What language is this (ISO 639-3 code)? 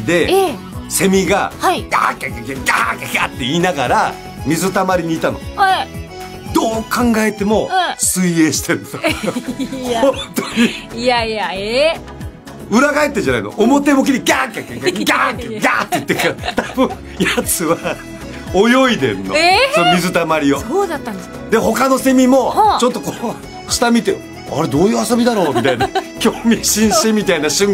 jpn